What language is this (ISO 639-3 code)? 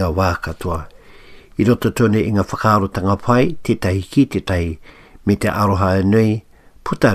mri